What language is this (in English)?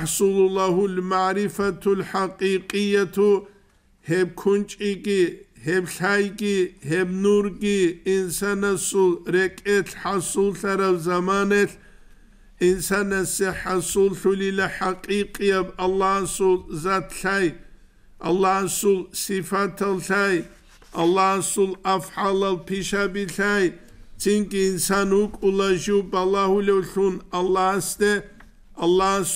Avaric